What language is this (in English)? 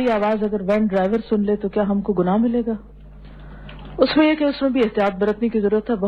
Urdu